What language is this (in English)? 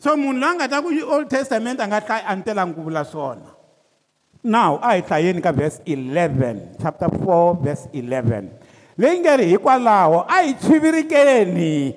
Tsonga